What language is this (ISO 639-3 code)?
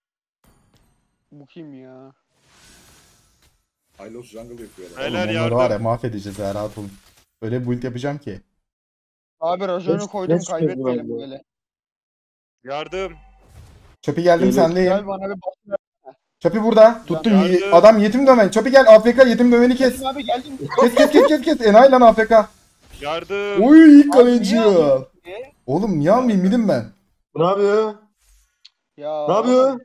tur